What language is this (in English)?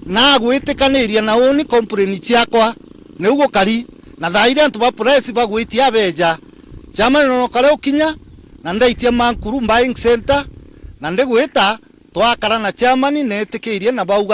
Meru